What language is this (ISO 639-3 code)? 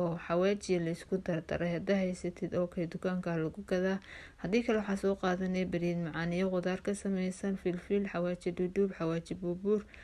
som